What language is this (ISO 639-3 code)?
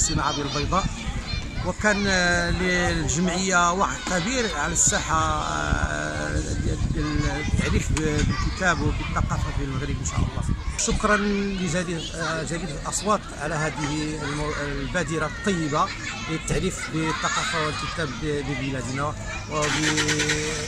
ary